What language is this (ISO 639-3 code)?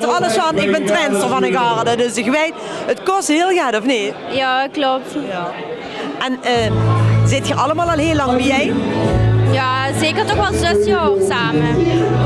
lim